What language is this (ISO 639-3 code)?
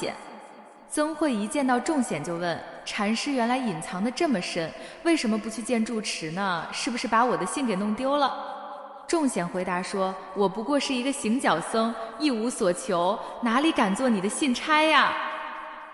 zho